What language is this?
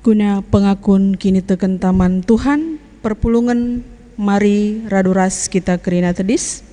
Batak Karo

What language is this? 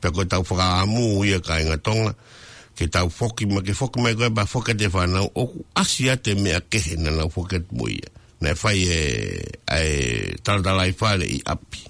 Tongan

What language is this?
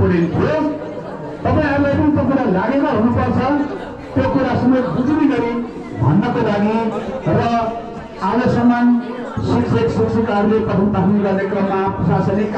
Nepali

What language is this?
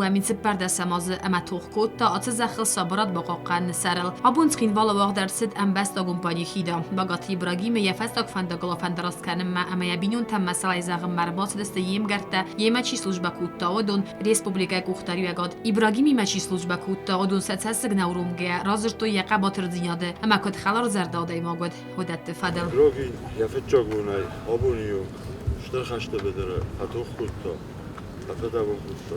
Ossetic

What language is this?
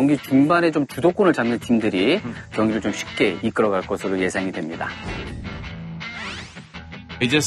Korean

